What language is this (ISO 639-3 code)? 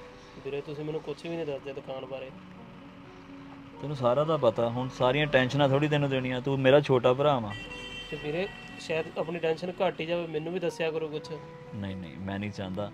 pan